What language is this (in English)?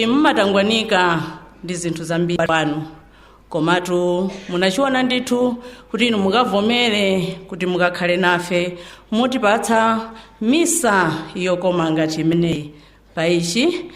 Nyanja